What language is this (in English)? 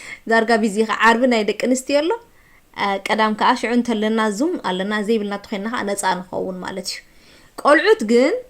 Tigrinya